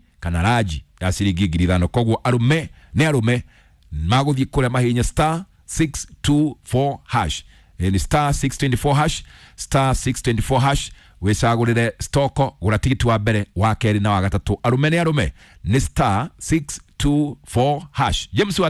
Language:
Kikuyu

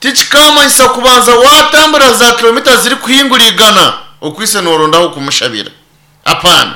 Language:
Nyankole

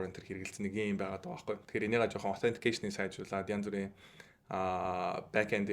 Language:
Mongolian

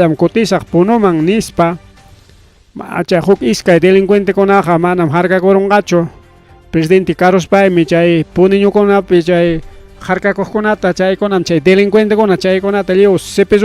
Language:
Ayacucho Quechua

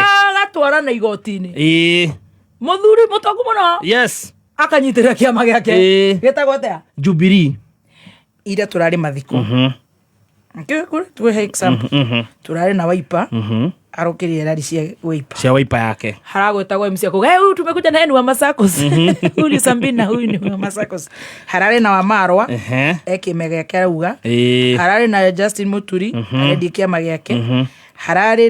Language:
Kikuyu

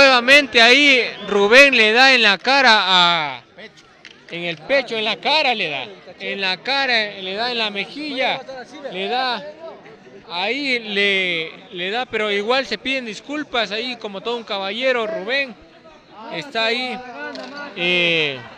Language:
Spanish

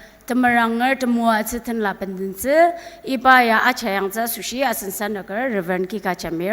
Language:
Ao Naga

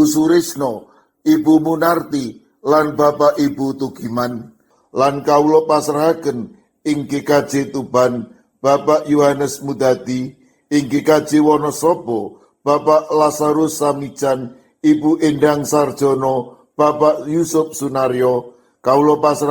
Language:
Javanese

